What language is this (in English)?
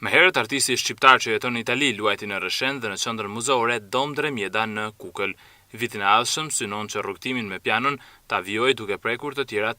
Albanian